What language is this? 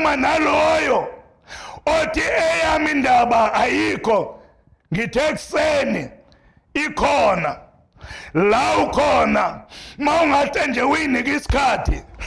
Zulu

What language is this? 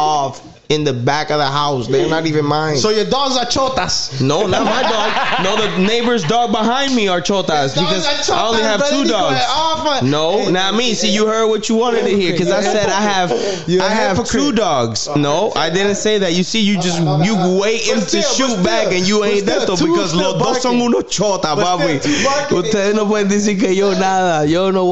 English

